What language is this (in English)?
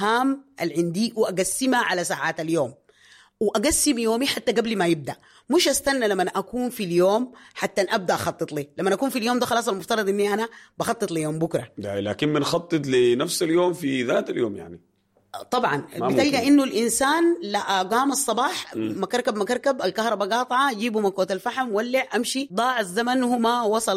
Sudanese Arabic